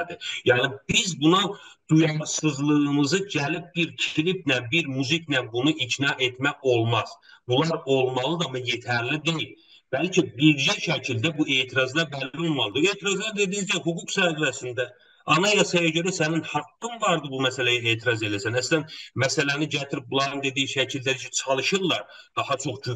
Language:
South Azerbaijani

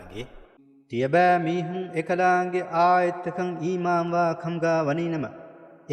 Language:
Divehi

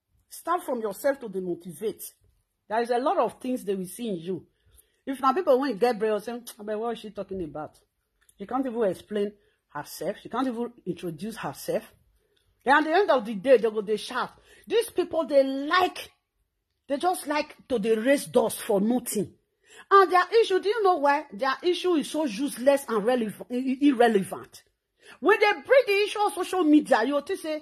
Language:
Nigerian Pidgin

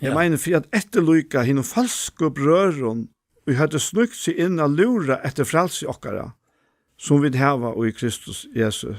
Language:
Faroese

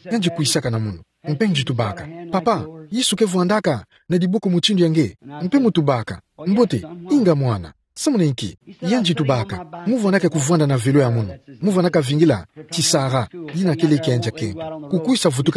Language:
Kituba (Democratic Republic of Congo)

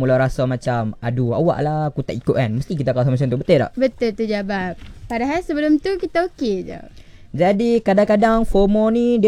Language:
Malay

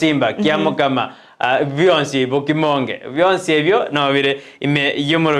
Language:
Gusii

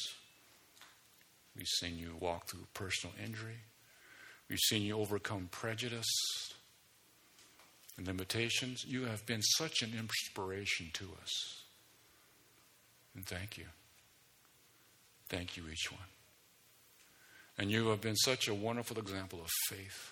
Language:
English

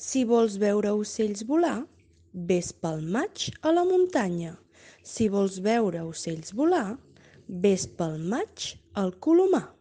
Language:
Catalan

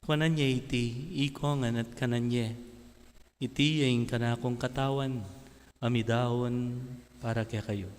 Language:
Pampanga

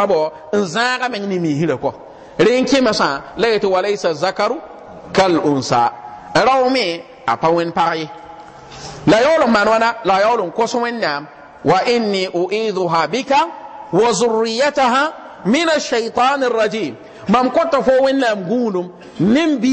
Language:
Mossi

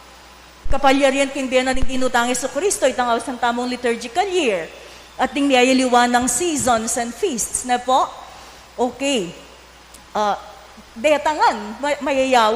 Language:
Pampanga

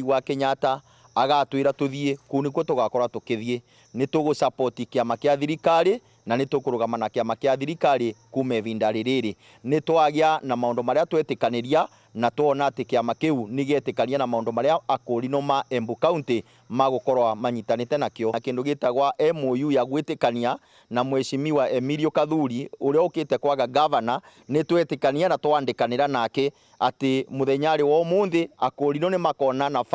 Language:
Meru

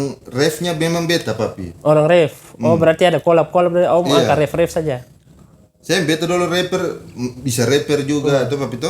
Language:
Ambonese Malay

